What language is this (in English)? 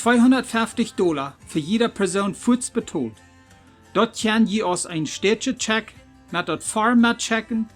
Plautdietsch